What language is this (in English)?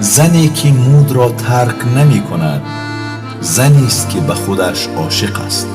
Tajik